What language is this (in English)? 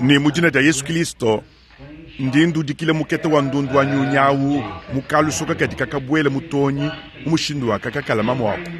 Luba-Lulua